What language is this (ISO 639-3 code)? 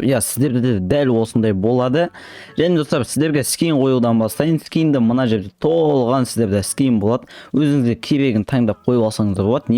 kaz